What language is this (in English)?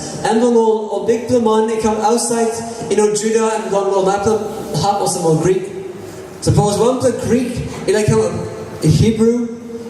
Tok Pisin